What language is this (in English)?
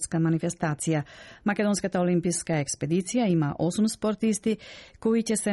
Macedonian